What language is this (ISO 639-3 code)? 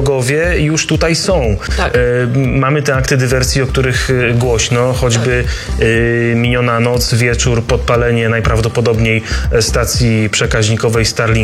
pol